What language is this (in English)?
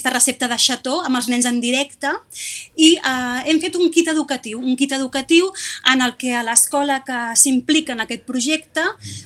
Catalan